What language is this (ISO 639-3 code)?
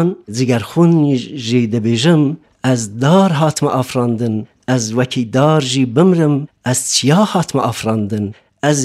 kur